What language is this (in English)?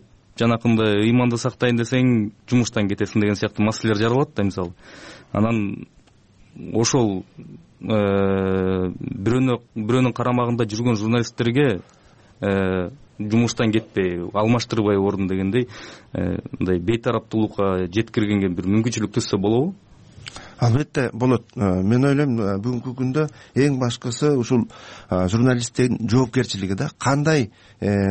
Kyrgyz